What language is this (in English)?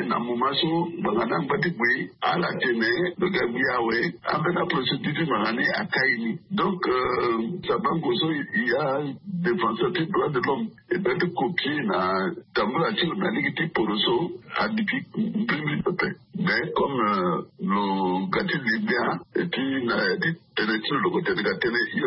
Sango